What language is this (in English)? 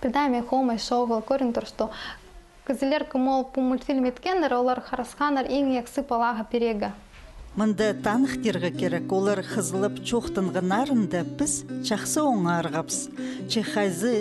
Khakas